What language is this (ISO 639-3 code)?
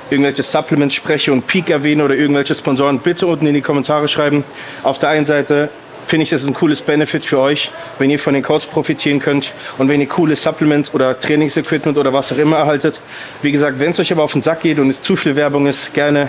deu